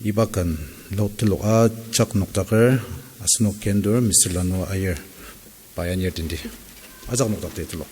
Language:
Ao Naga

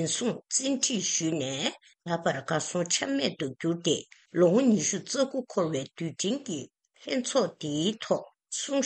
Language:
Tibetan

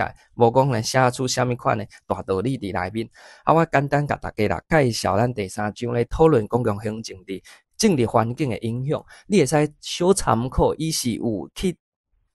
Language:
Min Nan Chinese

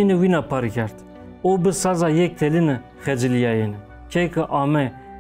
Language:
Zaza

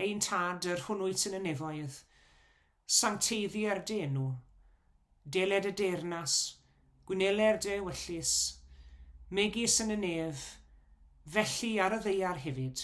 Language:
Welsh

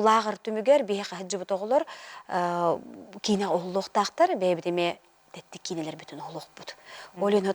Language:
Yakut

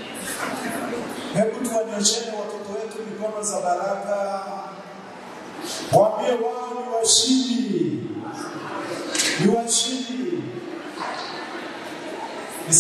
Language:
Swahili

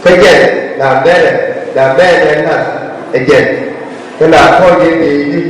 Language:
Nuer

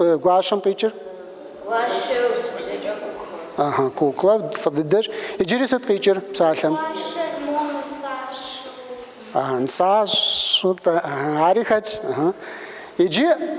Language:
Kabardian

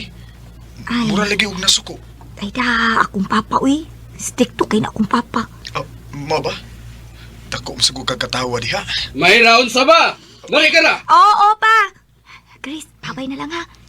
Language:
Cebuano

